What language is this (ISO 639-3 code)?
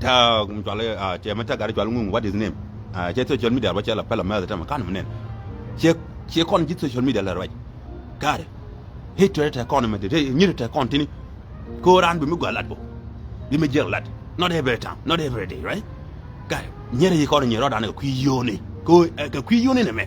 nus